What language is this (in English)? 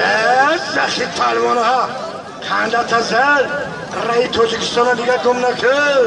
Tajik